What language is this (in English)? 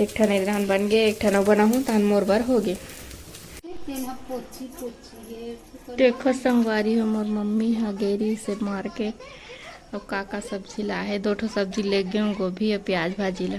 Chhattisgarhi